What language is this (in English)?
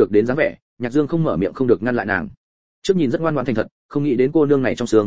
Vietnamese